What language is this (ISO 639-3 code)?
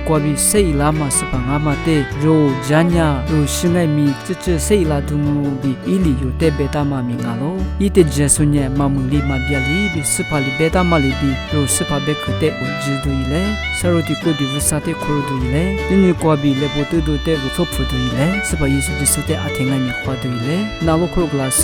lis